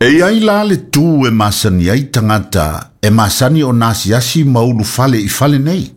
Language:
Samoan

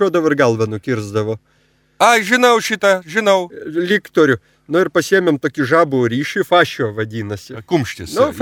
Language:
Lithuanian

